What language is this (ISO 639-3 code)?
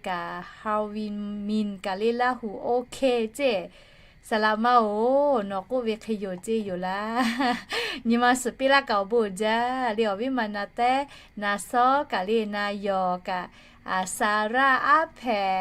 lhu